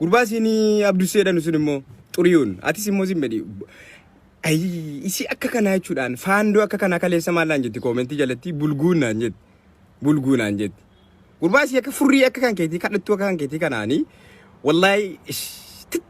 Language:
Oromo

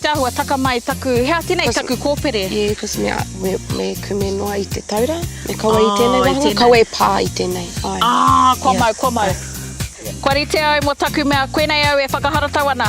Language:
Māori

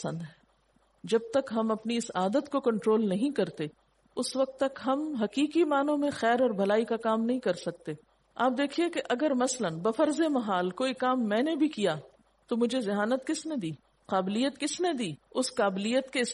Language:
Urdu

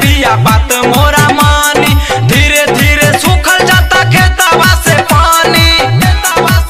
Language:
Bhojpuri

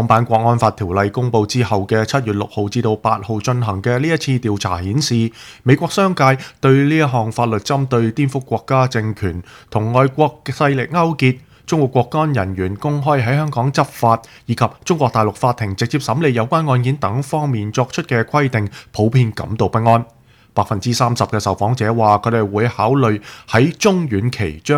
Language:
Cantonese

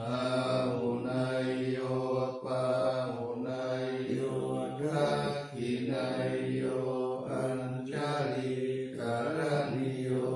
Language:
Pali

